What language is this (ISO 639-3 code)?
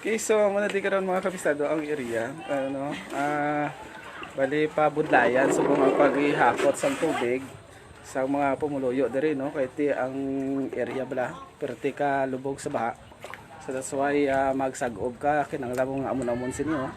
hil